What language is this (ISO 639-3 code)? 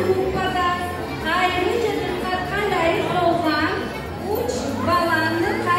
crh